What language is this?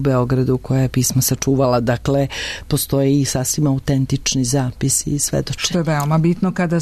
Serbian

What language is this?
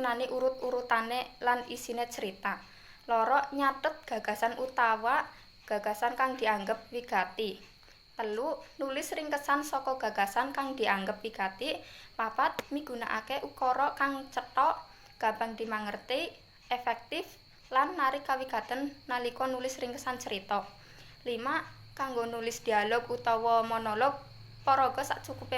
Javanese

